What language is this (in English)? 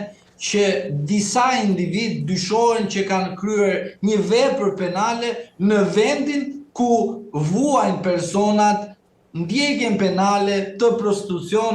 Albanian